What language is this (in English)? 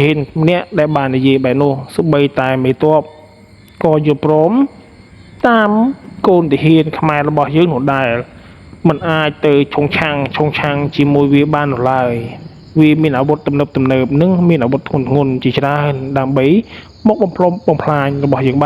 Khmer